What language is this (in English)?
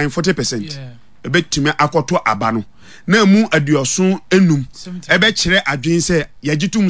Akan